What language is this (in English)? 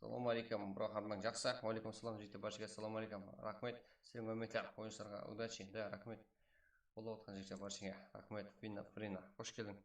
Kara-Kalpak